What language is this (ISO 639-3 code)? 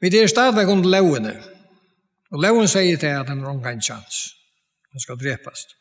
fao